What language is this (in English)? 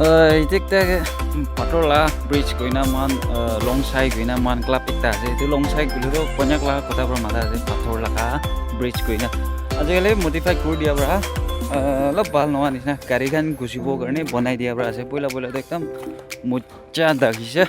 Naga Pidgin